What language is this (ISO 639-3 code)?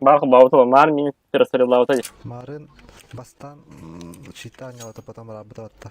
sah